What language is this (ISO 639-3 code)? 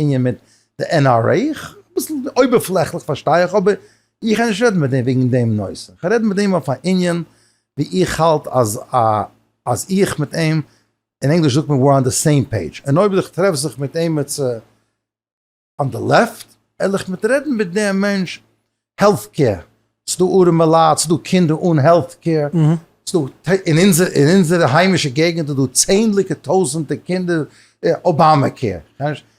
yid